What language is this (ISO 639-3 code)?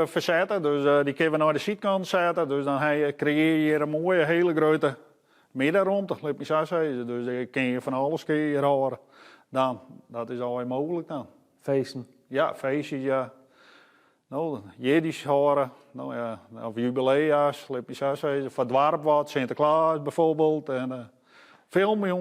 fry